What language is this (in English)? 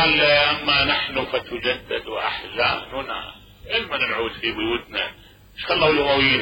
Mesopotamian Arabic